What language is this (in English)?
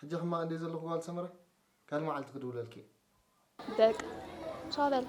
Tigrinya